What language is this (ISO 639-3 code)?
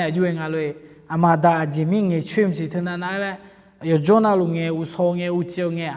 ahk